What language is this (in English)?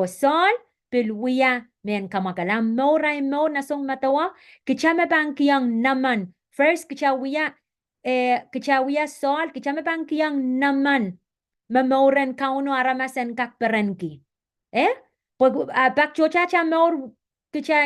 Pohnpeian